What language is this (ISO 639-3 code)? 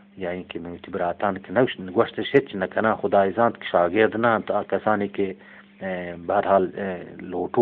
bgp